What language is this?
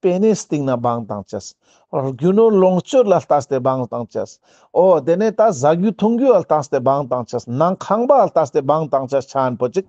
Ladakhi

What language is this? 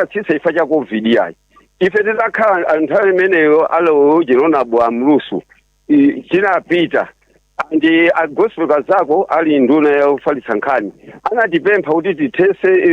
Nyanja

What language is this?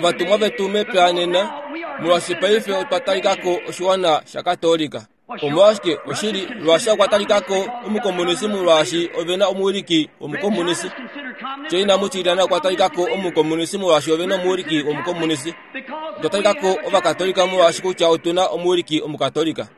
Kuanyama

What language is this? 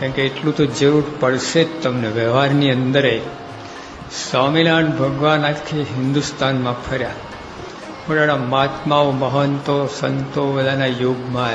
Gujarati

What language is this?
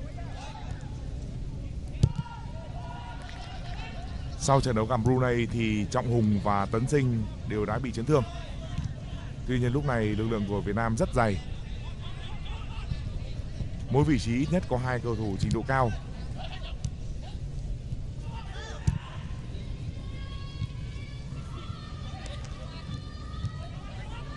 Vietnamese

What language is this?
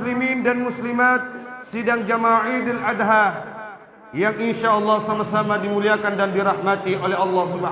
Buginese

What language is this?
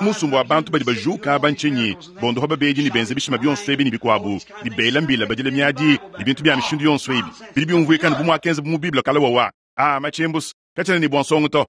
Luba-Lulua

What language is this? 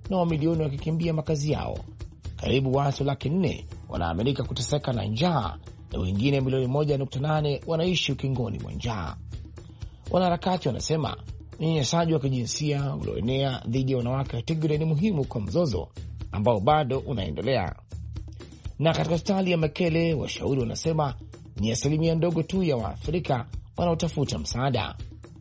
Swahili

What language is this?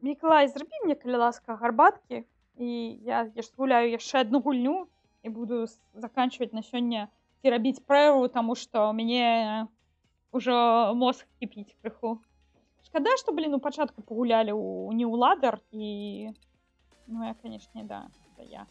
Belarusian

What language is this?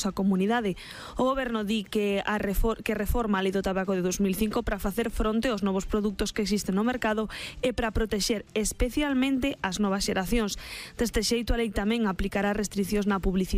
Galician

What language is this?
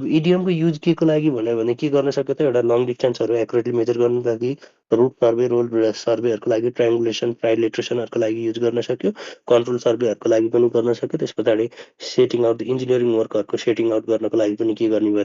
Nepali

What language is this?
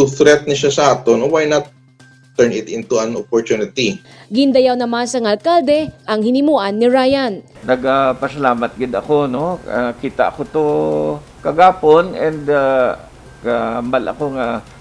Hiligaynon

